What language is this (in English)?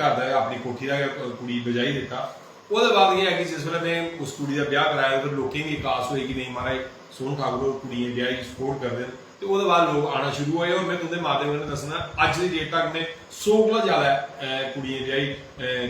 Dogri